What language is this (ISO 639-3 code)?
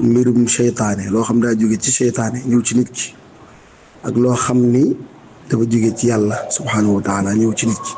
wol